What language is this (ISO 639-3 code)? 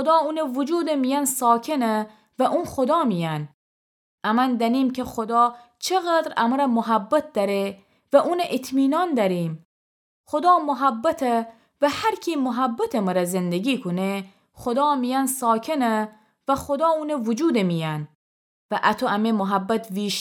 glk